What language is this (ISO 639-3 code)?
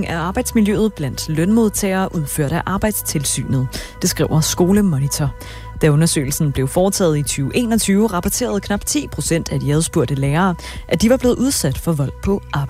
dan